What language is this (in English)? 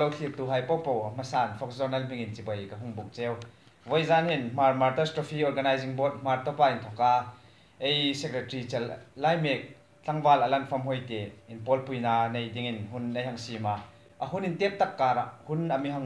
Hmar